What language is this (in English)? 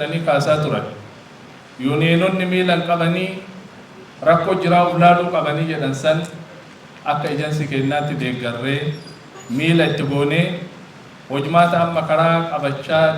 Oromo